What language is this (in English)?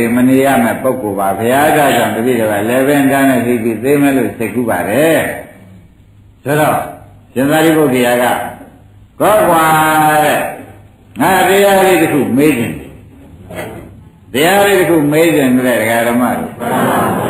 Burmese